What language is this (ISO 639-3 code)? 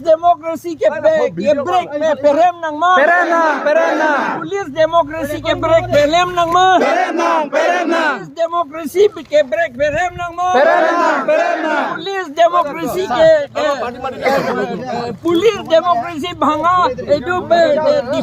mjw